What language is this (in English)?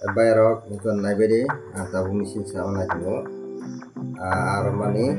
Kok Borok